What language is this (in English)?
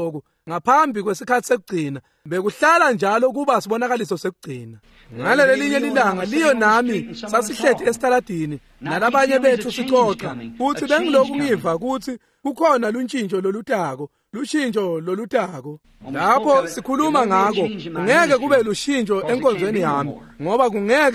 Swati